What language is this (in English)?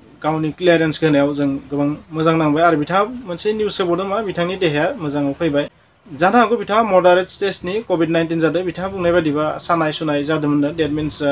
Bodo